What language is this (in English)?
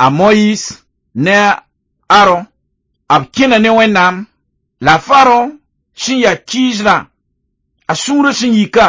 Mossi